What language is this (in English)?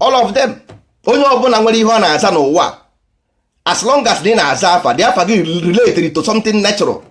Igbo